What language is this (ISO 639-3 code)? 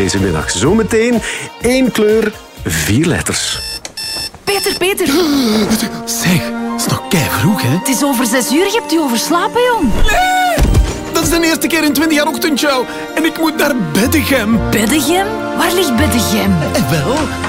nld